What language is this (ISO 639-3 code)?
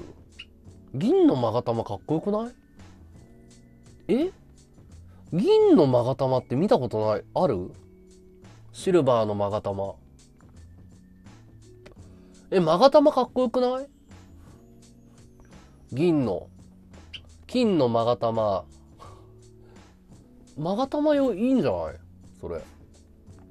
jpn